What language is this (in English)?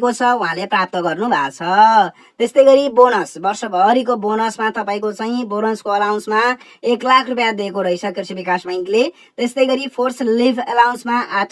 Nepali